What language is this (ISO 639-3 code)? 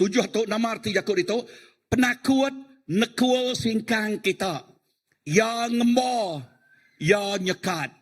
iba